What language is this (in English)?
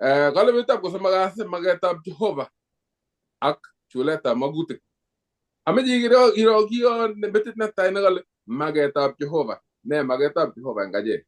Kalenjin